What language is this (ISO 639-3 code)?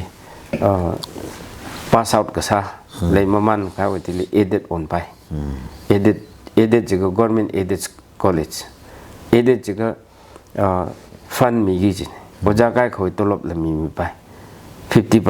nmf